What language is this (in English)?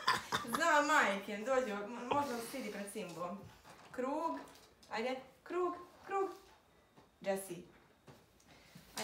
Croatian